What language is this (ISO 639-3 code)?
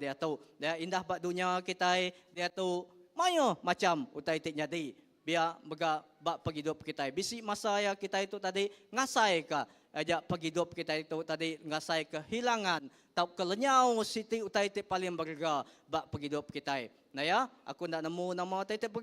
iba